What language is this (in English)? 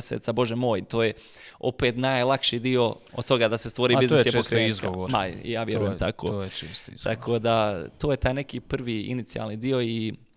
Bosnian